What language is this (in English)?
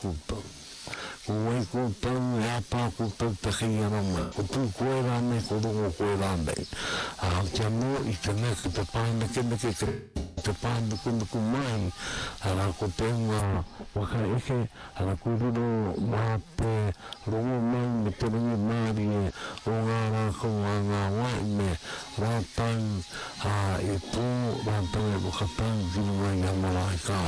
Māori